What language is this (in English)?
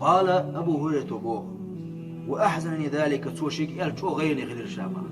Chechen